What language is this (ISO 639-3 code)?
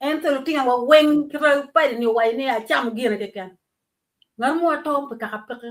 ach